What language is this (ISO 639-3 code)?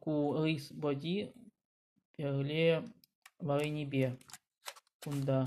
chv